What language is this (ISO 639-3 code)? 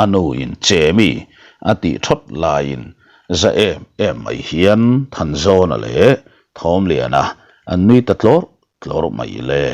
lus